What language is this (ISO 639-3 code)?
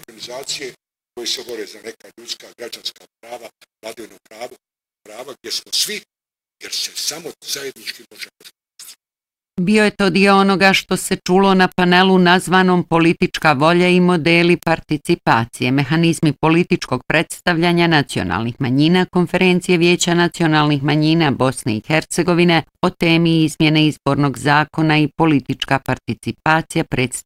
bos